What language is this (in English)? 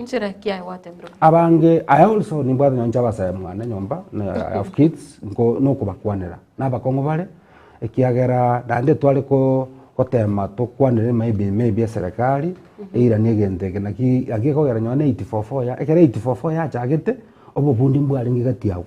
Gusii